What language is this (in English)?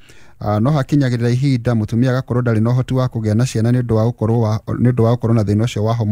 Kikuyu